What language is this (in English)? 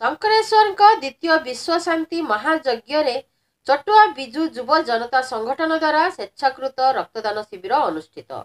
Odia